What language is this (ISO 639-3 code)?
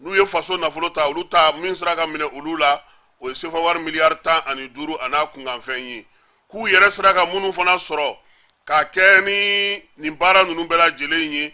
bam